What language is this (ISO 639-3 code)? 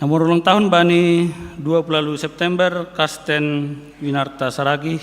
bts